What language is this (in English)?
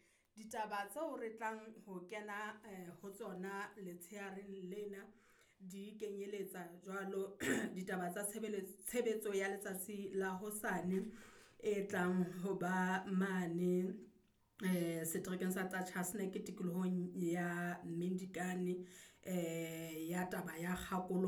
Southern Sotho